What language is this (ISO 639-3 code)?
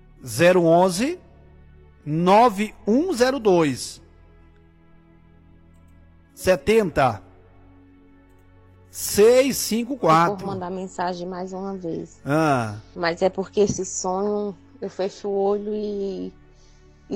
por